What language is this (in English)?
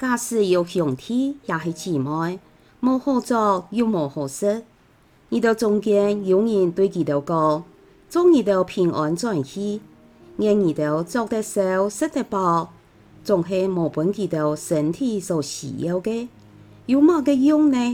Hakka Chinese